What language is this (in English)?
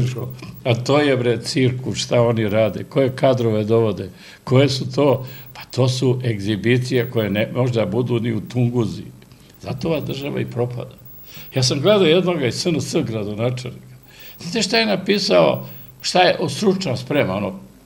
Serbian